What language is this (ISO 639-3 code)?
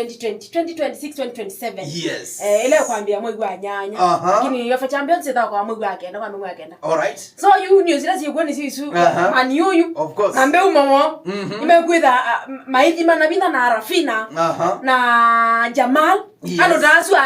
kam